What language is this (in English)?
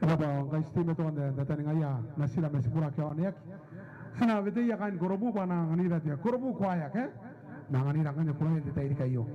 Gilbertese